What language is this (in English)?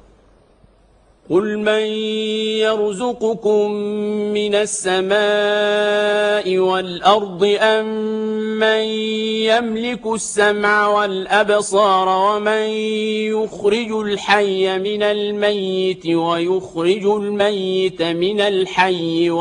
Arabic